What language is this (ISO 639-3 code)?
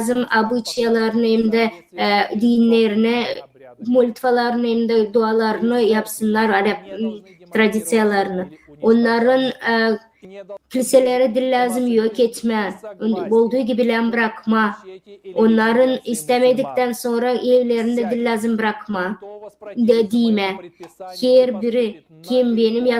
gag